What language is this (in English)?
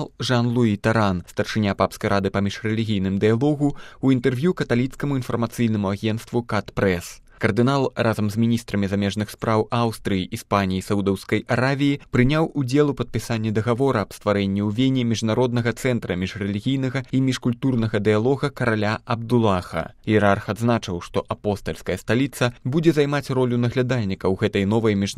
Belarusian